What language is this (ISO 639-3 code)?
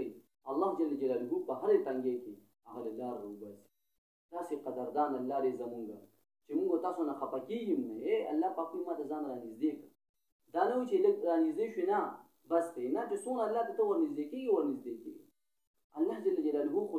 pus